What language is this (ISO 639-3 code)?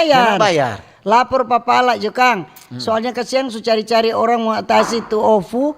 xmm